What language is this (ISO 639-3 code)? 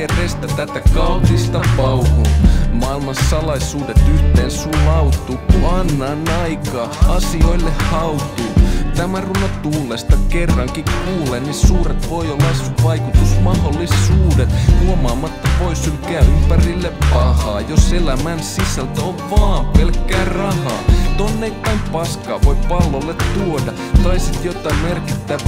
fin